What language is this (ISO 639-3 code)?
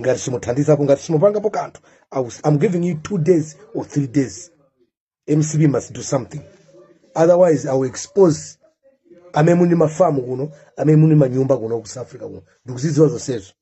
nya